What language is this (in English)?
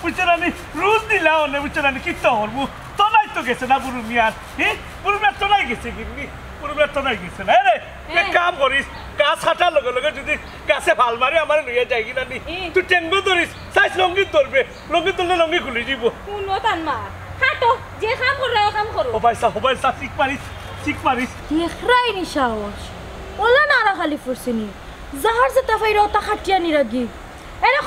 Sylheti